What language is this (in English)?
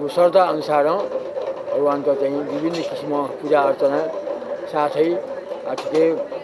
Newari